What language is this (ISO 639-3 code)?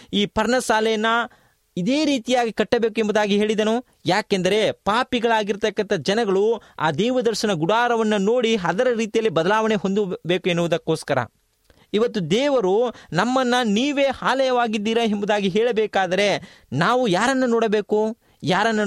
kan